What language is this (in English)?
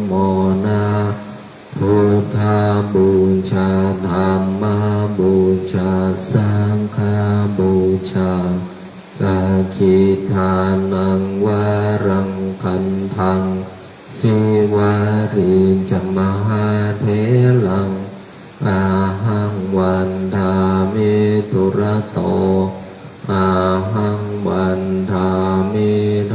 Pali